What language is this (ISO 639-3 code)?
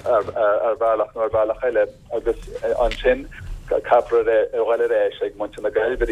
gle